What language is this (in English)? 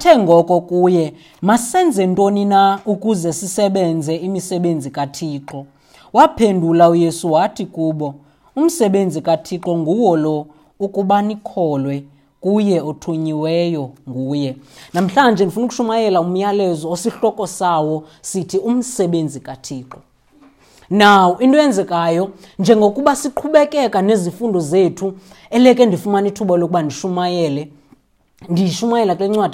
Xhosa